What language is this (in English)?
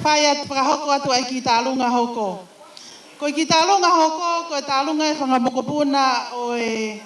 Tongan